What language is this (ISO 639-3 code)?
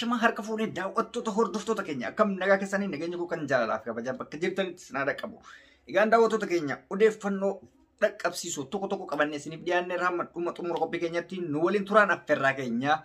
orm